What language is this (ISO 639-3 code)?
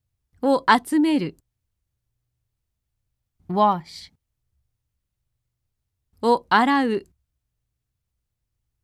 jpn